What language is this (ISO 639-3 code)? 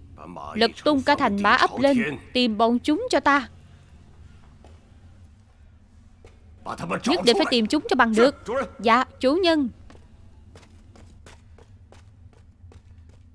vie